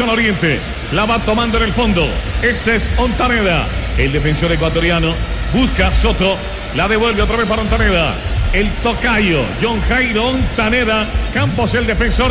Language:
Spanish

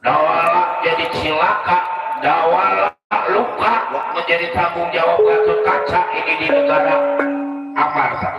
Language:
Betawi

